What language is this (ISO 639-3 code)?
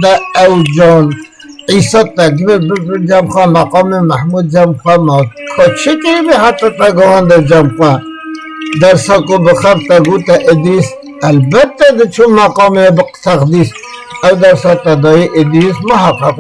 kur